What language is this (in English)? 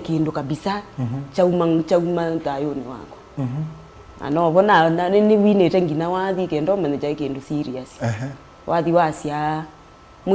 Kamba